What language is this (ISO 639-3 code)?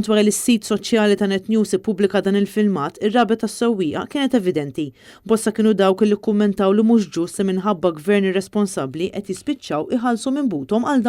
mlt